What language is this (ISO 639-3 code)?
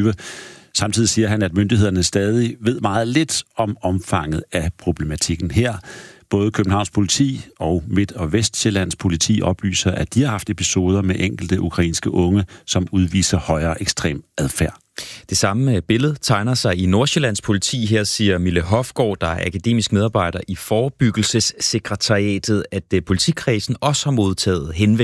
dan